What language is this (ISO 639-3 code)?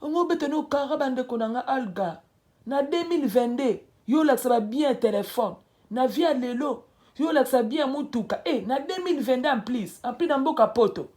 lin